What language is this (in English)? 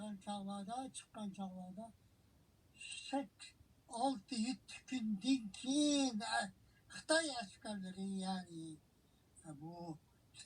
Uyghur